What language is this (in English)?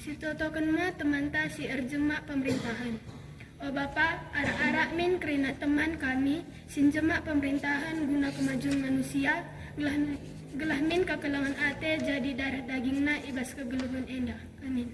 Batak Karo